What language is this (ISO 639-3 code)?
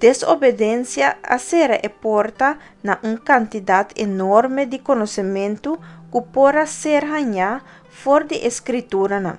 pap